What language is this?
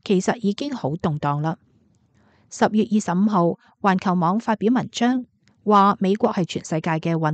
Cantonese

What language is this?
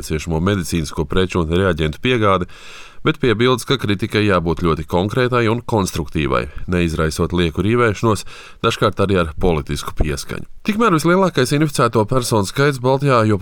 Latvian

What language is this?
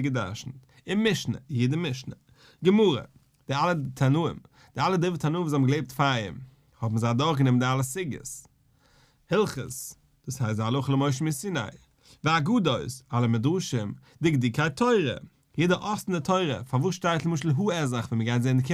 Yiddish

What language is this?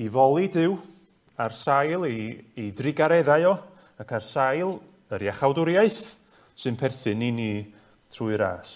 Welsh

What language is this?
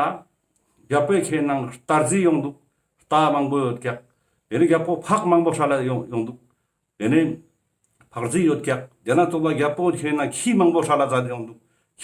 Ladakhi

